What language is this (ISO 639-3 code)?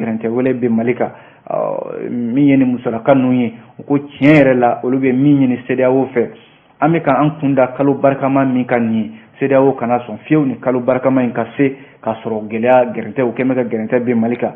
bam